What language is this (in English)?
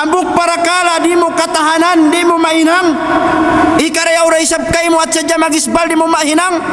Tausug